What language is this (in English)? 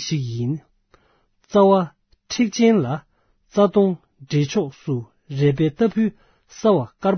Tibetan